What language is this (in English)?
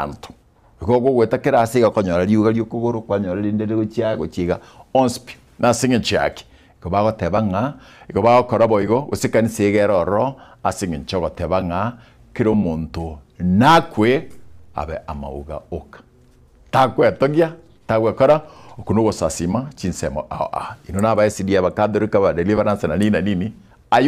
Gusii